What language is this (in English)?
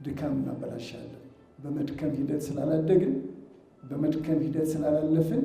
Amharic